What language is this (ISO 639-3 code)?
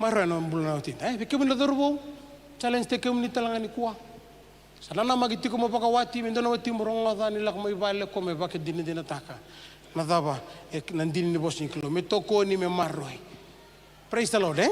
fij